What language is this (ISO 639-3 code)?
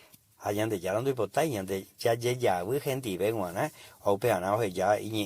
grn